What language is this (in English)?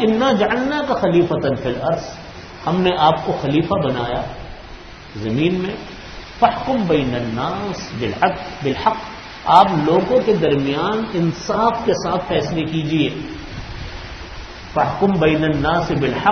Urdu